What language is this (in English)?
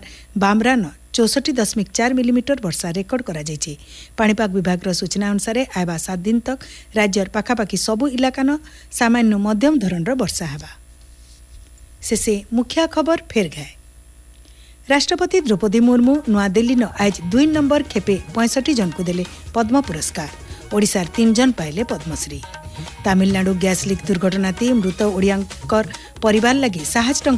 Odia